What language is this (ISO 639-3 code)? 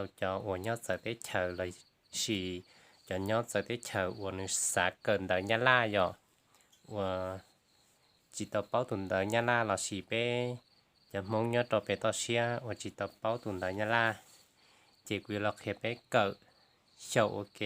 hmn